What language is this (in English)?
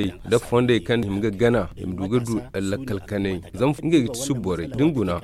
Zarma